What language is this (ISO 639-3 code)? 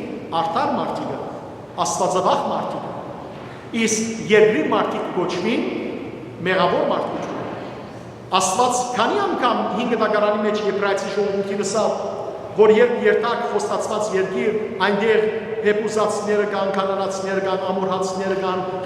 hyw